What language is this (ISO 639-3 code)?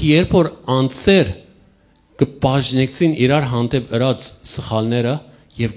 hyw